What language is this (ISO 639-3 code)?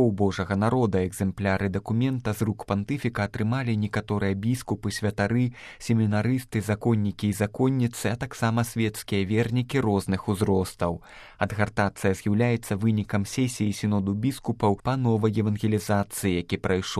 bel